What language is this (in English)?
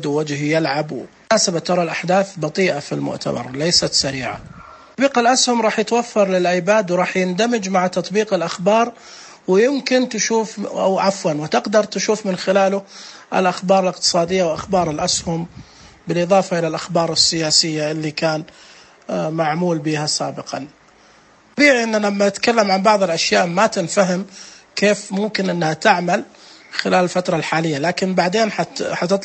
Najdi Arabic